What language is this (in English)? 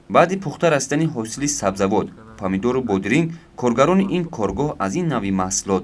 Tajik